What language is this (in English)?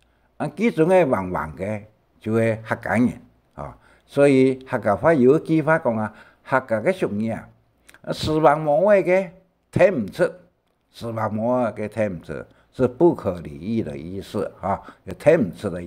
Hakka Chinese